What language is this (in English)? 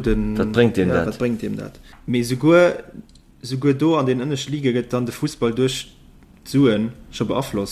Luxembourgish